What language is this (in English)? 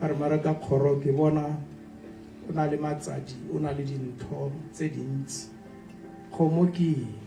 Tswana